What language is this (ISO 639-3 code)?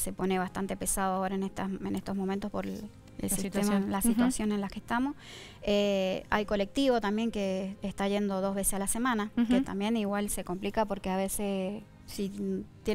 spa